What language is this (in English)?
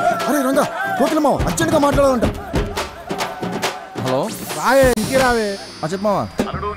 Telugu